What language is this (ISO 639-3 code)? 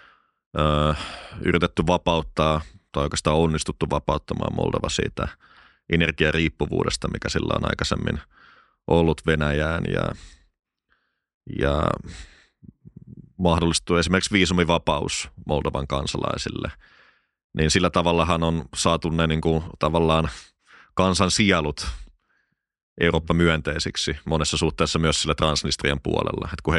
fin